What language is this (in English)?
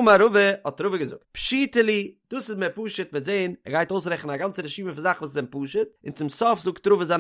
Yiddish